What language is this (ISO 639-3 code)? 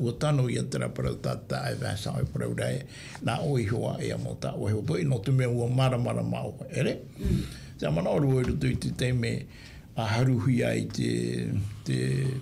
tah